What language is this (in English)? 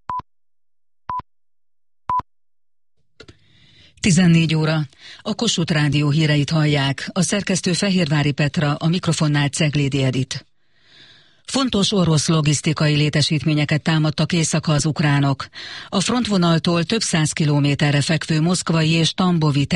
Hungarian